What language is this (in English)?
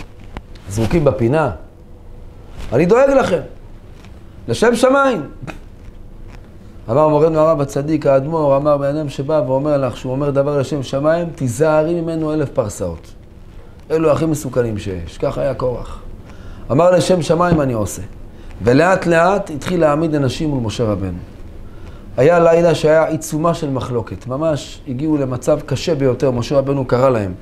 Hebrew